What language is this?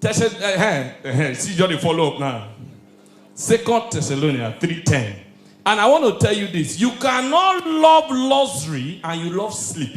Nigerian Pidgin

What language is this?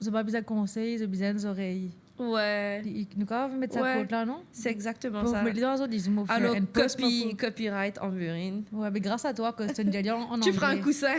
Morisyen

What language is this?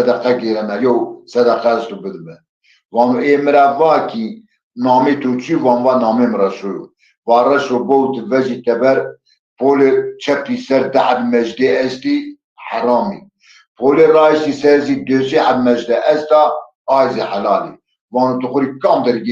Zaza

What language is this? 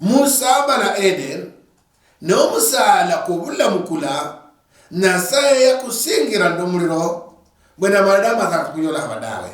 Luyia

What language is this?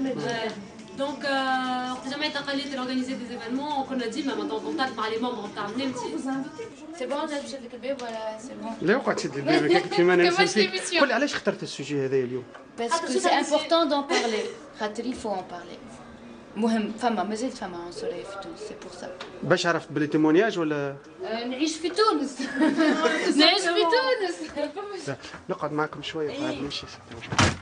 Tunisian Arabic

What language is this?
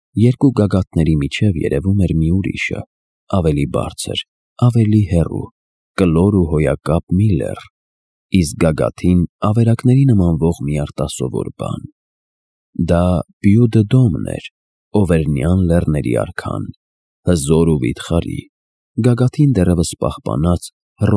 Armenian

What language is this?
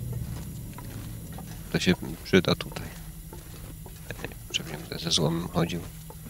Polish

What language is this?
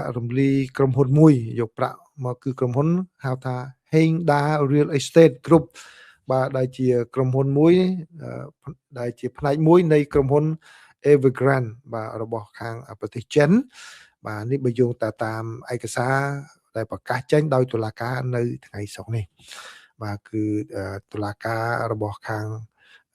Khmer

